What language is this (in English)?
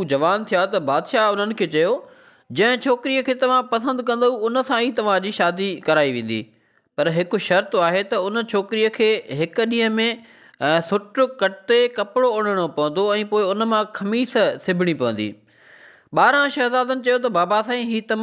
Sindhi